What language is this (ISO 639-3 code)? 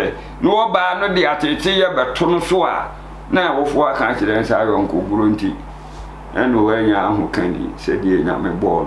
aka